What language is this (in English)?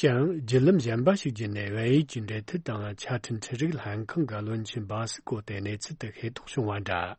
Tibetan